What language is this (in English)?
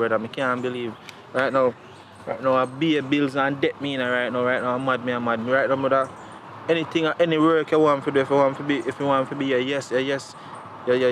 Jamaican Creole English